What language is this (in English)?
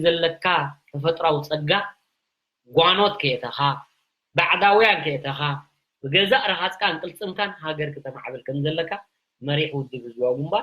Tigrinya